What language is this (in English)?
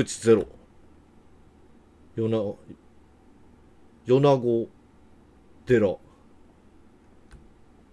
Japanese